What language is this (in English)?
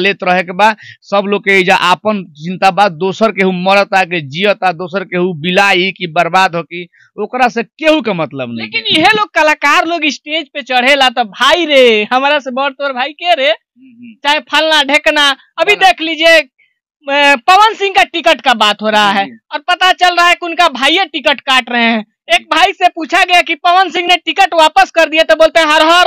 Bhojpuri